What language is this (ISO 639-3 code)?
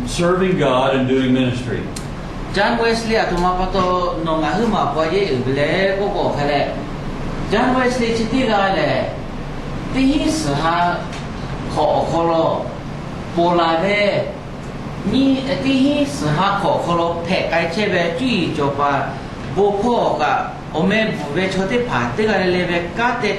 lhu